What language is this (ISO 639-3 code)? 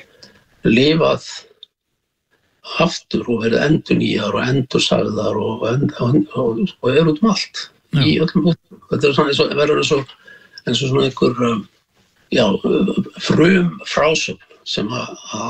isl